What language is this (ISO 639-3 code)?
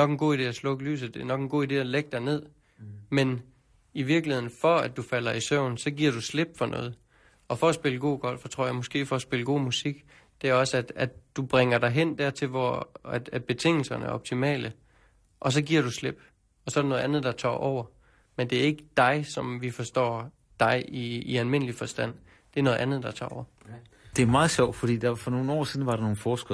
dan